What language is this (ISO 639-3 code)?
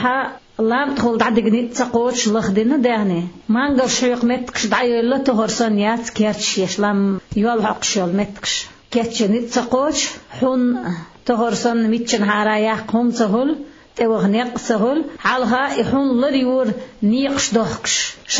che